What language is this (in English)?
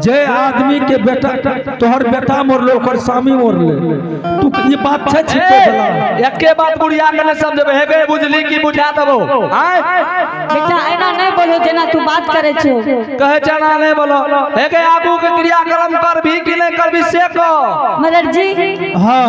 Angika